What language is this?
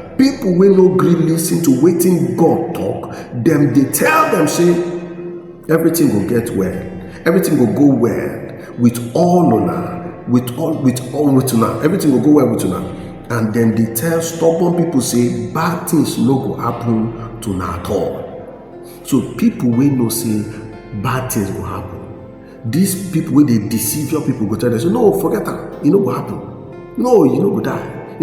Nigerian Pidgin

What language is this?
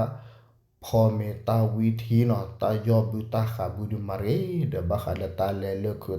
S'gaw Karen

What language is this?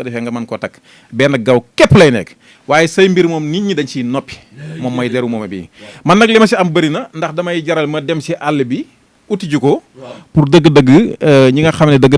Wolof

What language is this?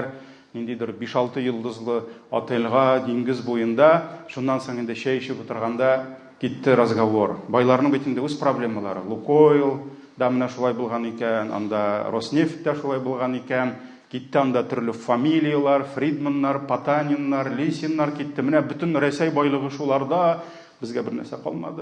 Tatar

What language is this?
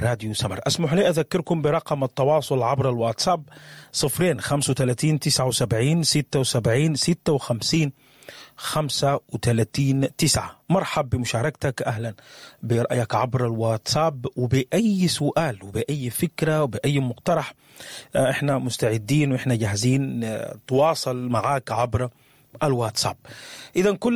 Sudanese Arabic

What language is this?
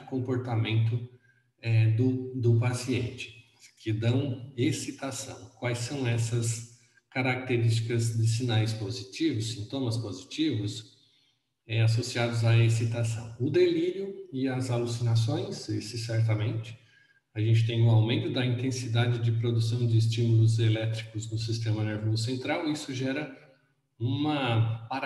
Portuguese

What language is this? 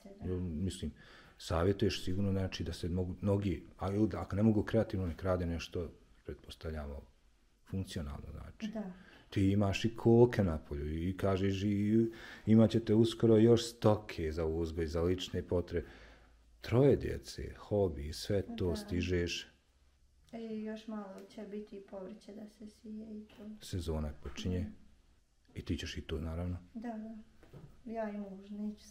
Bosnian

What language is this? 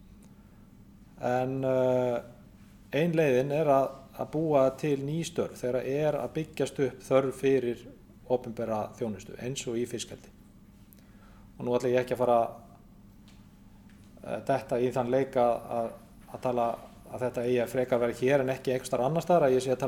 Icelandic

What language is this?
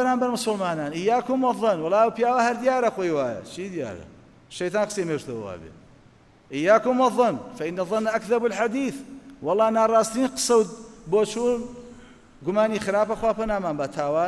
Central Kurdish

